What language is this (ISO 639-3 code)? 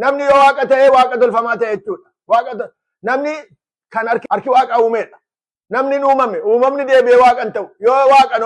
orm